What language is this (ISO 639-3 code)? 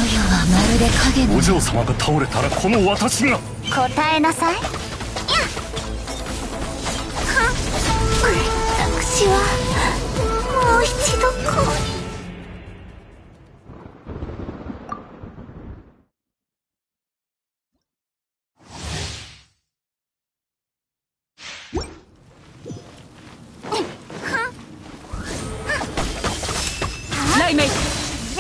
jpn